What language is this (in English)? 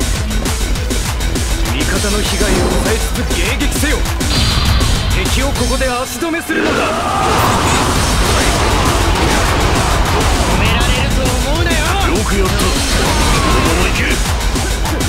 Japanese